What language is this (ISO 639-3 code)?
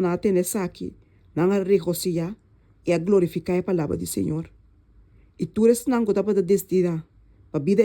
pap